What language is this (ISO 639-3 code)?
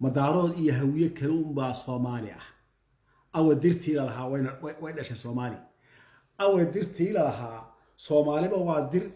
som